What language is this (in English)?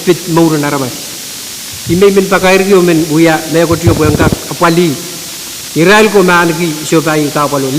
Pohnpeian